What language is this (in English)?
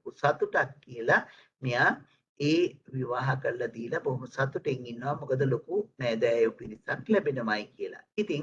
Sinhala